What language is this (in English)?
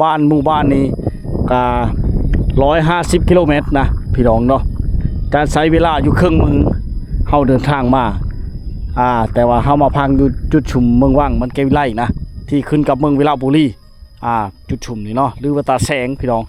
Lao